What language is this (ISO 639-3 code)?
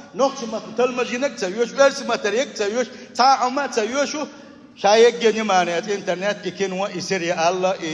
che